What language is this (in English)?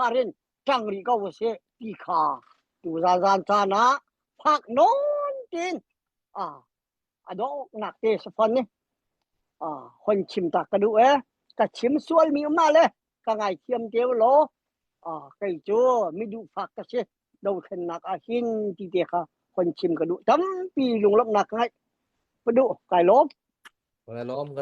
Hakha Chin